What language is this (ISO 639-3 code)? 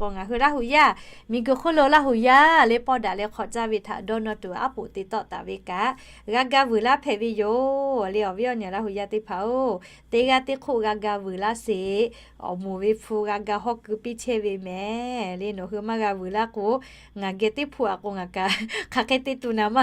lhu